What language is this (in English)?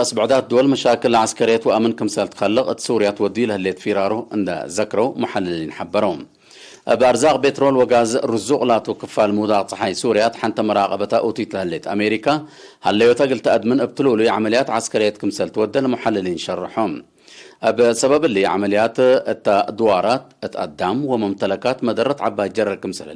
Tigre